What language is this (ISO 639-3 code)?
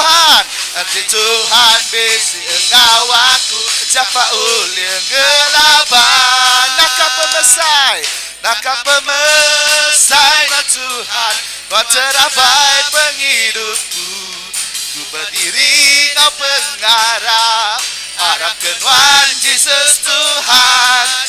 iba